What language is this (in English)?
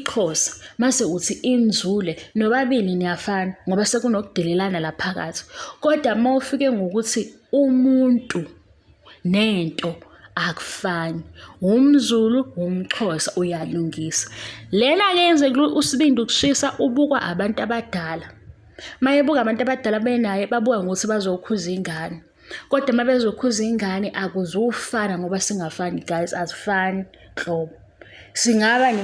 Zulu